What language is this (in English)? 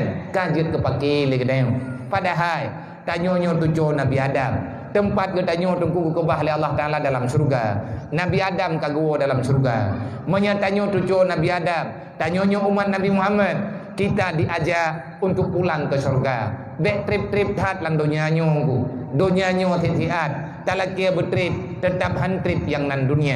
Achinese